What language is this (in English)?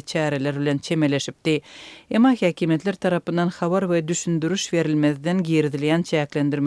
Turkmen